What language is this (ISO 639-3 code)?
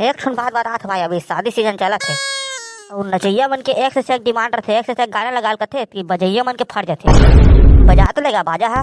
hne